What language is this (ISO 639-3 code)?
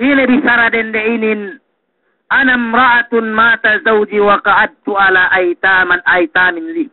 yka